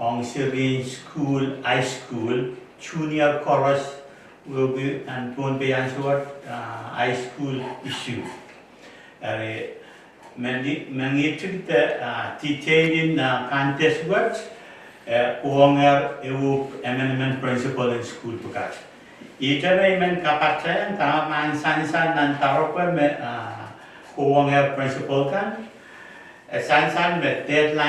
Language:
Pohnpeian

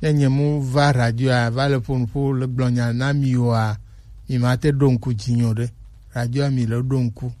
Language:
Gen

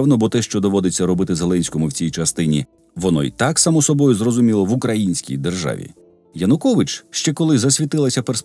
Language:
Ukrainian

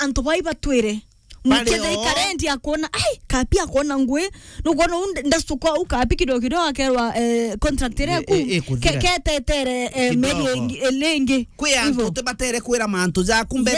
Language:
Meru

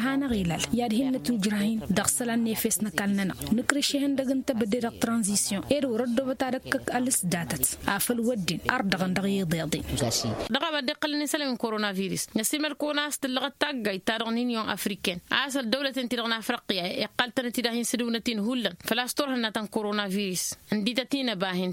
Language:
Tamasheq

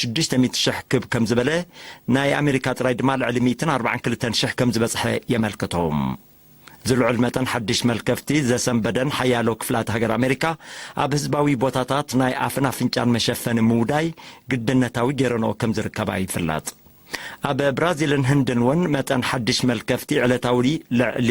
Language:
Tigrinya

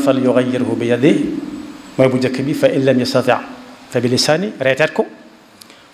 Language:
Wolof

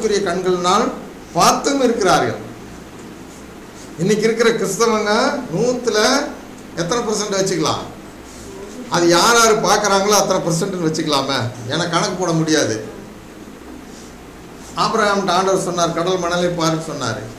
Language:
Tamil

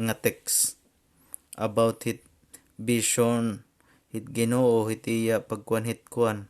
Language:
Waray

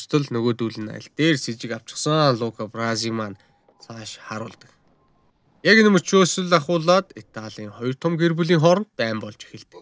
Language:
Mongolian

